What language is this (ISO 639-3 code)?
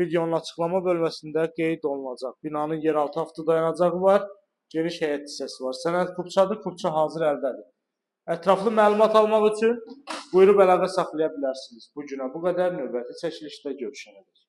aze